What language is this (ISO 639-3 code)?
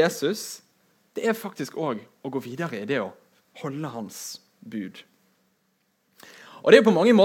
nor